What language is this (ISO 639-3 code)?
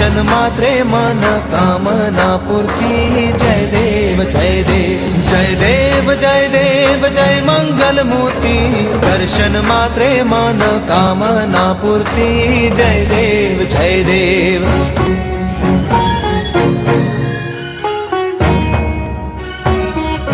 mar